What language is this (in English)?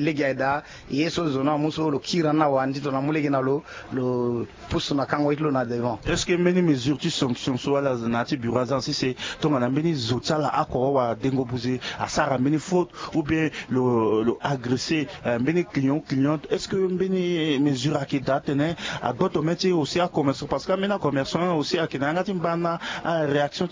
Sango